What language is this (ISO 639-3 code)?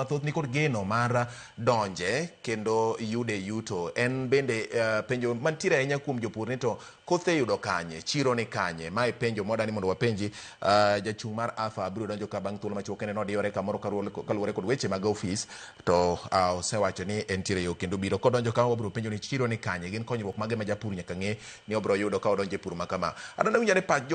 luo